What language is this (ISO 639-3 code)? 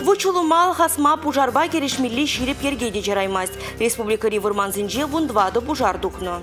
chv